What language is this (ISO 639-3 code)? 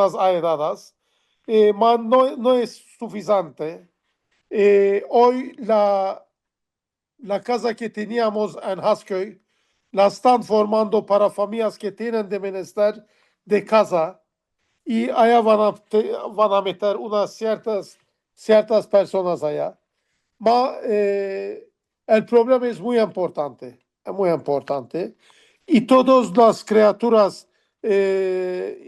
lad